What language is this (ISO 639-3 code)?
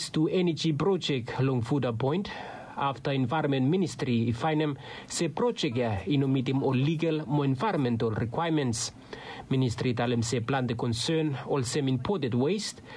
bis